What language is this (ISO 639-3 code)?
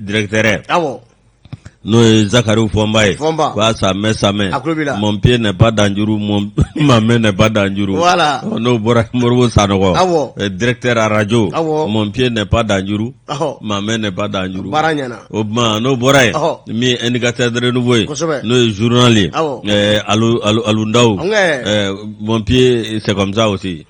bam